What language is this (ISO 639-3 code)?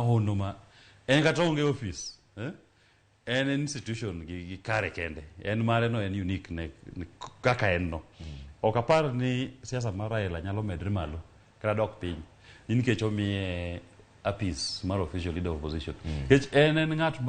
luo